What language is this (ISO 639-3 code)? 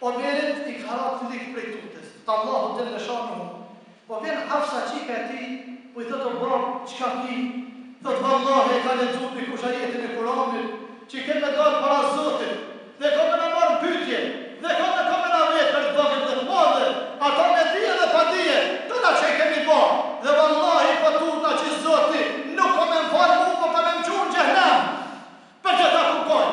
sqi